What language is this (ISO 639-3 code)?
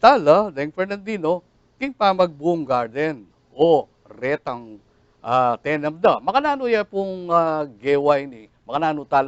pam